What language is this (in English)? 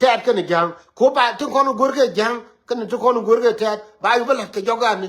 Nuer